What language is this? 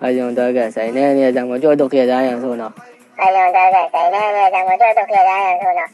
Chechen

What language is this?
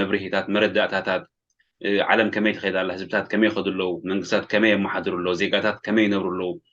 Tigrinya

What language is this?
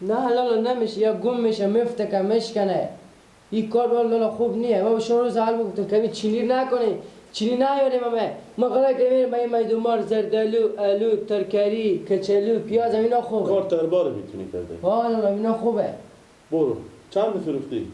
Persian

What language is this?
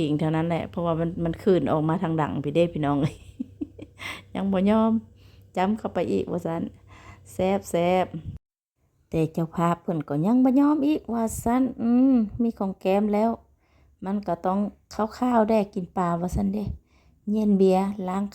Lao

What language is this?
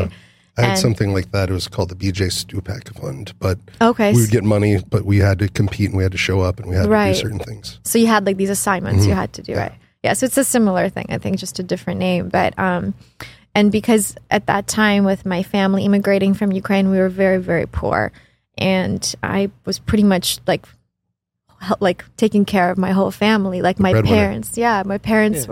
English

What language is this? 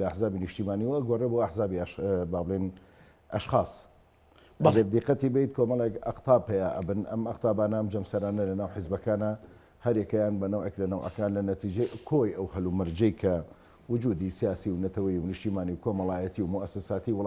Central Kurdish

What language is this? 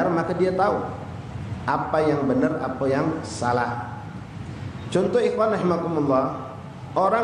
Musi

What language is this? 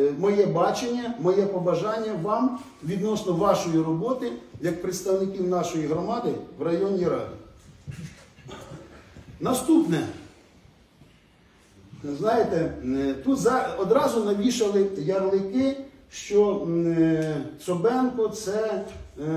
Ukrainian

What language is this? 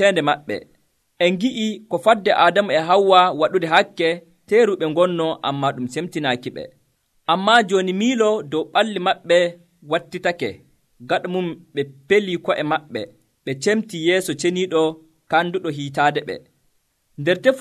Nigerian Fulfulde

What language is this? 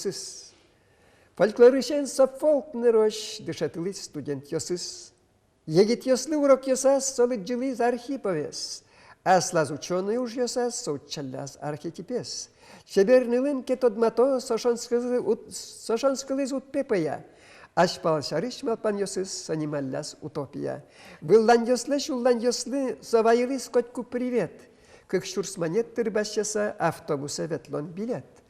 Udmurt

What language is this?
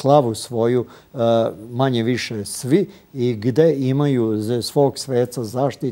Serbian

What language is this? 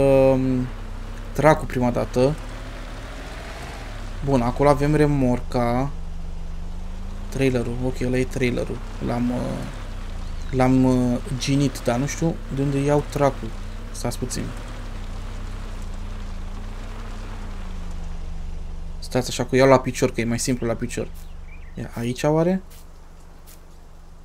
Romanian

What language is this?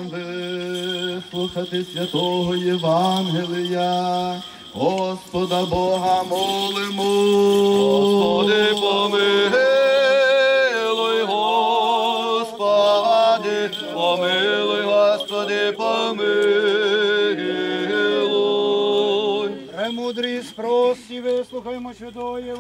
Ukrainian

